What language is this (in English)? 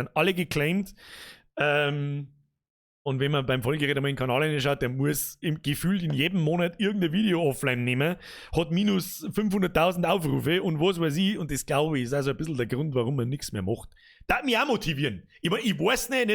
Bavarian